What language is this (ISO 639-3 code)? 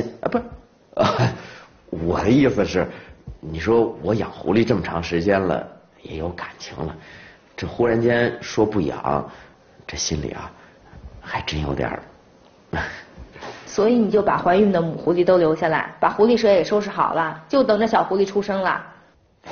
zho